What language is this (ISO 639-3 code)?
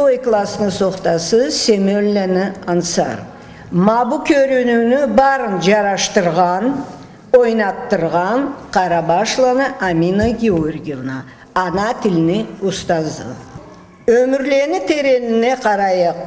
krc